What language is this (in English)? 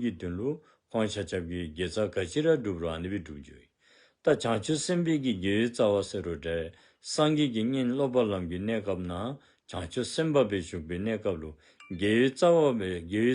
Dzongkha